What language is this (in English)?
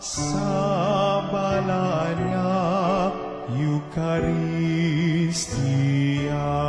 Hiligaynon